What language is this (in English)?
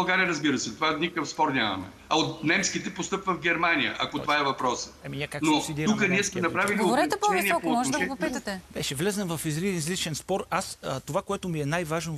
Bulgarian